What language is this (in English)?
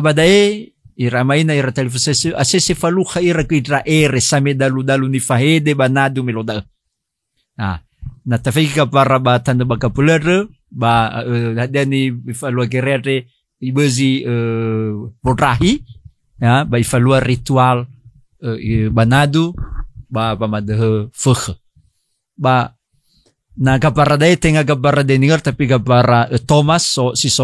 Nias